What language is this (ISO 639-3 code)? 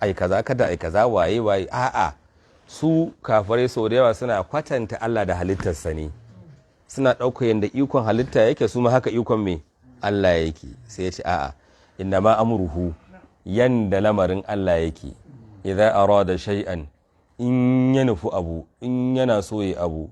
hau